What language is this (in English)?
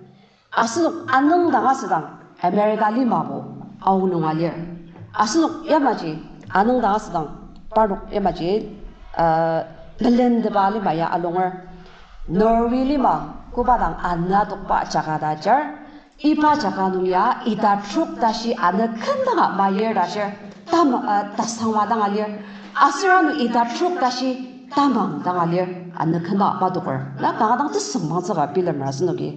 Ao Naga